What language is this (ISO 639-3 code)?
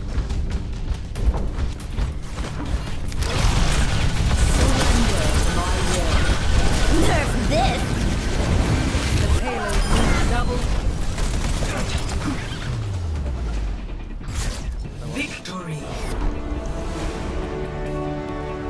eng